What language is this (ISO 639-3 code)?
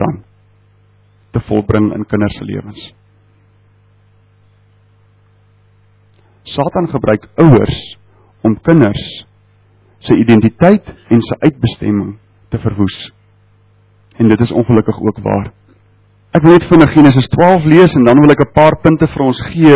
afr